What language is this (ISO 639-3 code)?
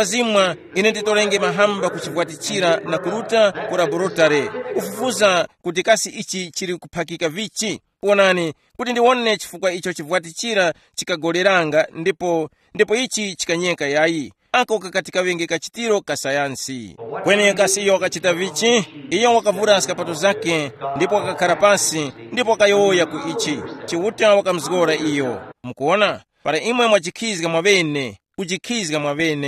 tum